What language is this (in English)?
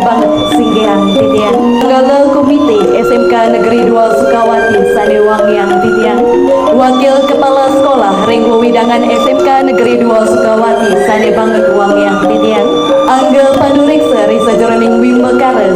Balinese